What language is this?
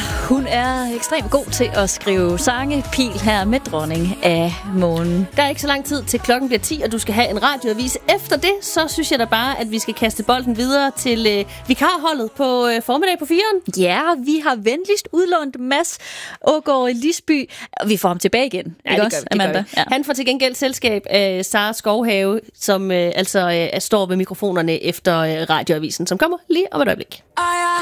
Danish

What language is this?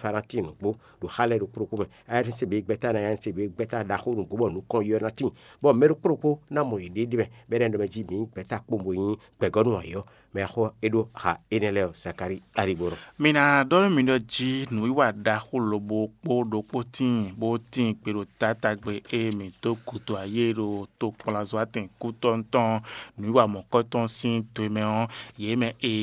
Fon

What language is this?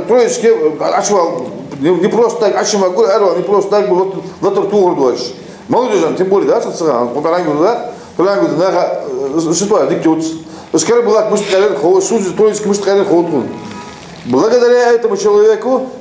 Ingush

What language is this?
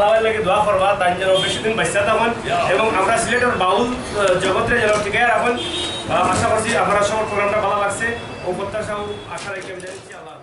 Sylheti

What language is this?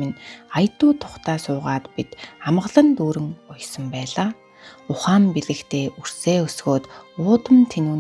Mongolian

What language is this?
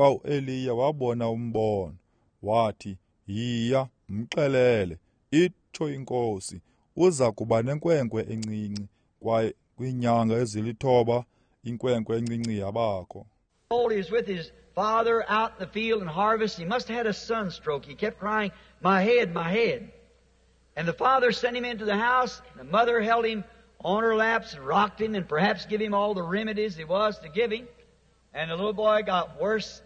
Xhosa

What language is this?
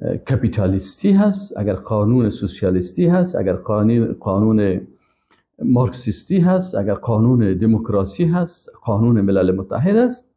Persian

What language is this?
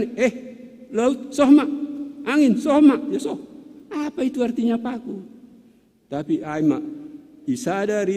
Batak Simalungun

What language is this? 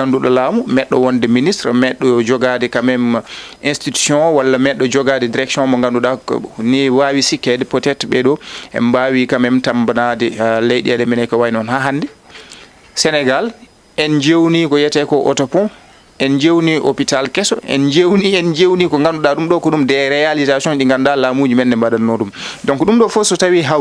Fula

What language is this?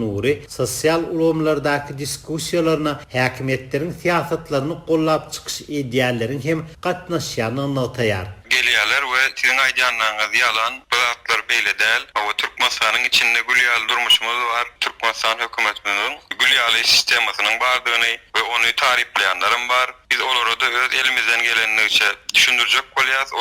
Turkmen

